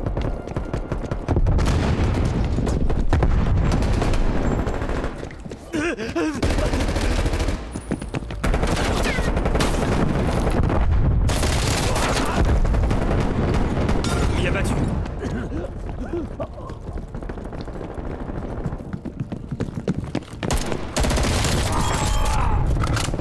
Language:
French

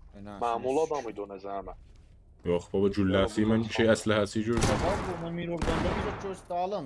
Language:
South Azerbaijani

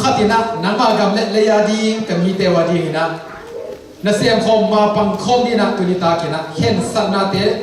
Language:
Tedim Chin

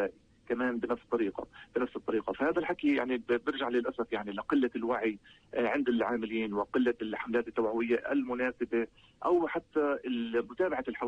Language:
North Levantine Arabic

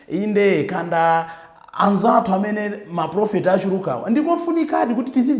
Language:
Nyanja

